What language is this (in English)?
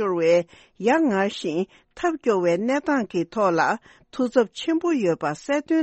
Tibetan